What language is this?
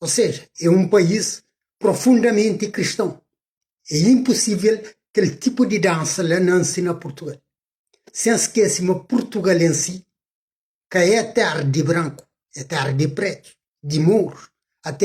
Kabuverdianu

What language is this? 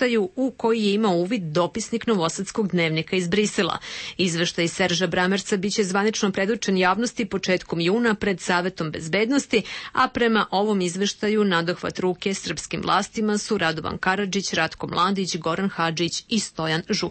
Serbian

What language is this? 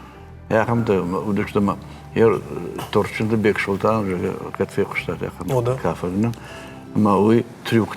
Ossetic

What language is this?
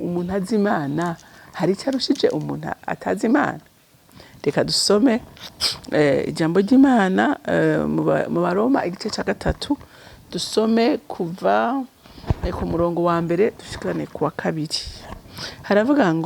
Rundi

